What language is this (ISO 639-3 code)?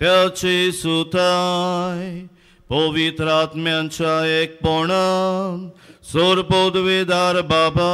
kok